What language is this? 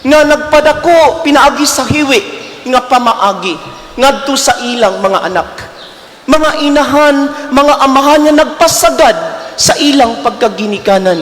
Cebuano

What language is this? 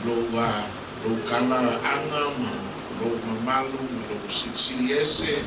Samoan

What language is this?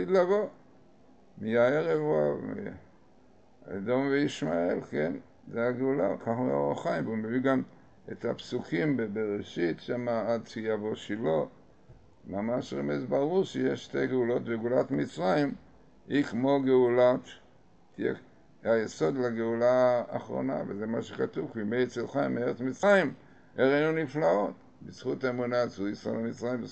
Hebrew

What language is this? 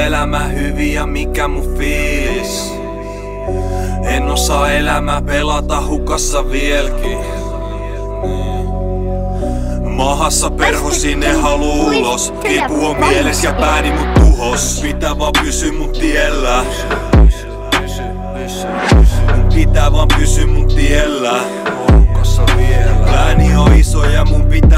Finnish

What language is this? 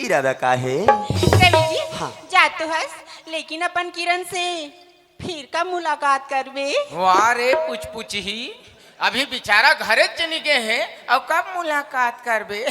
Chhattisgarhi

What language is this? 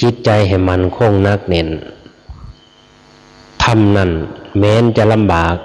Lao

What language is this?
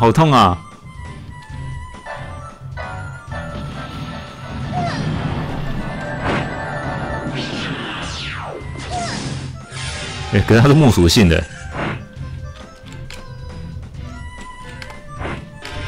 Chinese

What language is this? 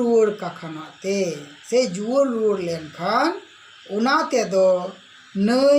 Santali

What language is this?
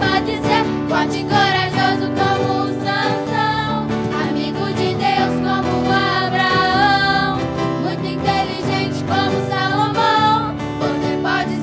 Portuguese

